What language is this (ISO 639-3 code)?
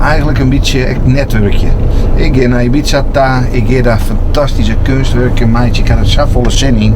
fry